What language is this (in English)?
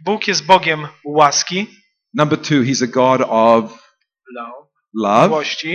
Polish